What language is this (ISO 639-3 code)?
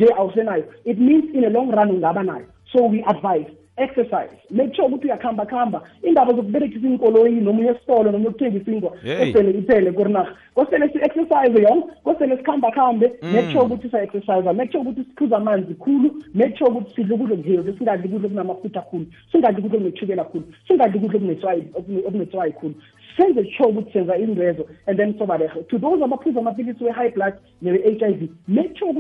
nbl